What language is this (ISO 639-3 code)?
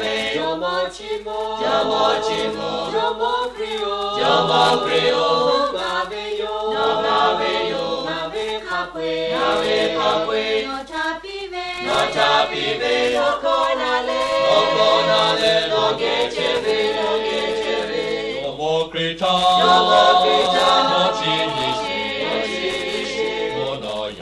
lhu